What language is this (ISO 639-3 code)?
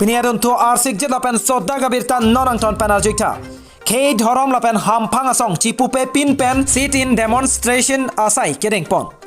mjw